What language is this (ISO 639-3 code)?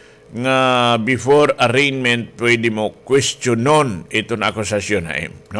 war